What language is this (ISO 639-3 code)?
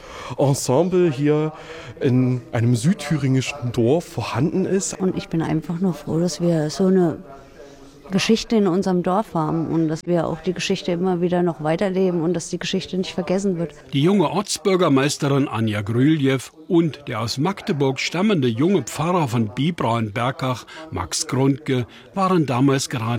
deu